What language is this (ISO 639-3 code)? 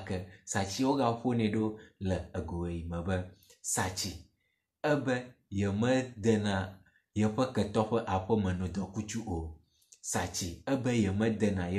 ewe